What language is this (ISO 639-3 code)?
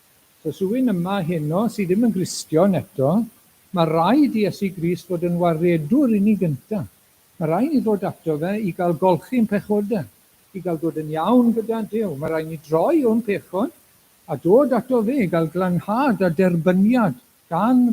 cym